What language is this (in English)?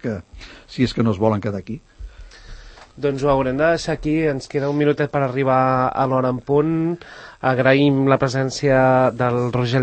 Catalan